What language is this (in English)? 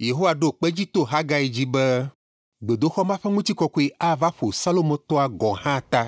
Ewe